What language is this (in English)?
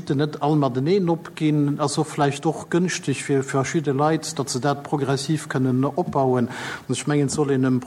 Luxembourgish